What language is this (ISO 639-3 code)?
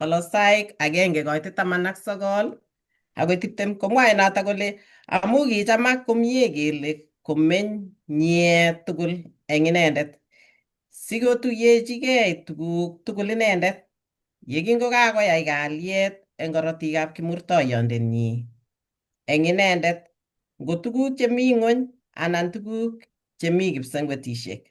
kln